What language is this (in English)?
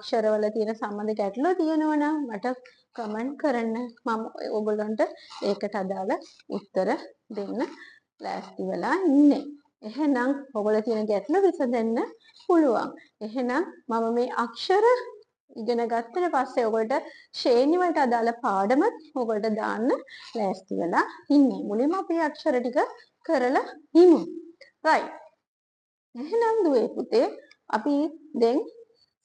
Sinhala